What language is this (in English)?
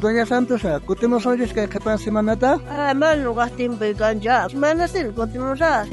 South Bolivian Quechua